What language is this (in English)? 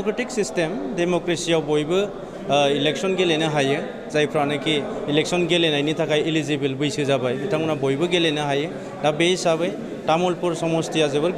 Bodo